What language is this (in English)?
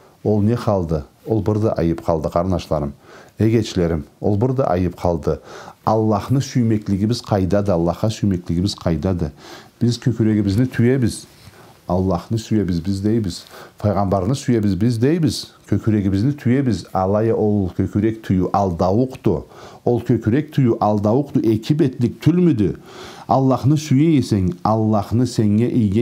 Karachay-Balkar